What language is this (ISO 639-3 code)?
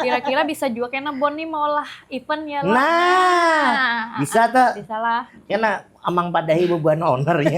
bjn